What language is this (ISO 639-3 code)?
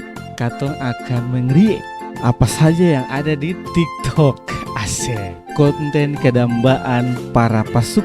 abs